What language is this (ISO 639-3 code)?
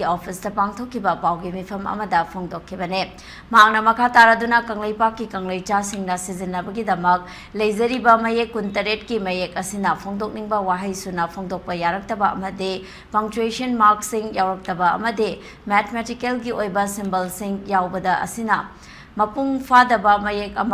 mni